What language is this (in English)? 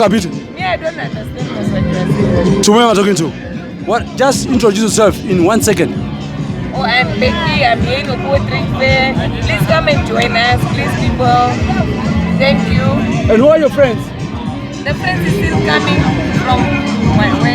Herero